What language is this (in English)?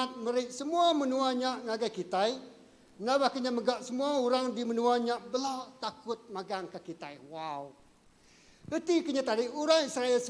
Iban